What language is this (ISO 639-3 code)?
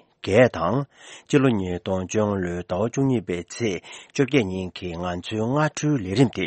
bod